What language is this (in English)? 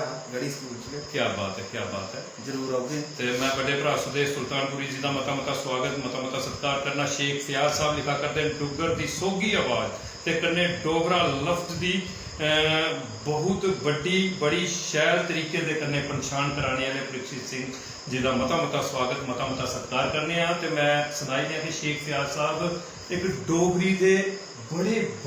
Dogri